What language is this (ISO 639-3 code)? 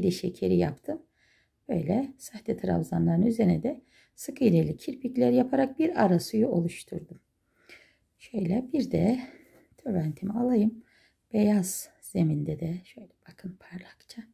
tur